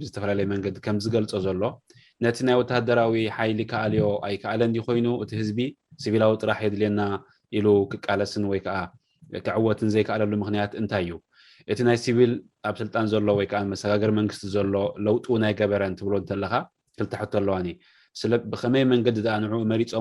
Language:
Tigrinya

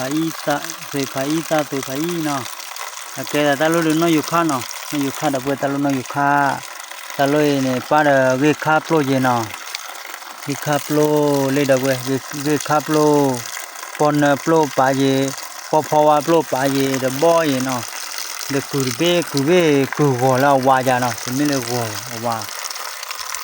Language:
S'gaw Karen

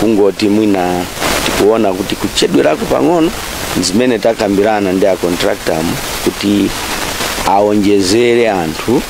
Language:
Nyanja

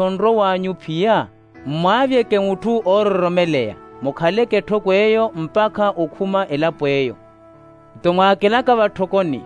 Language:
Makhuwa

